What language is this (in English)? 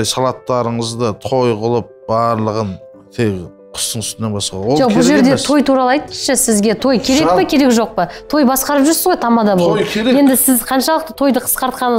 Kazakh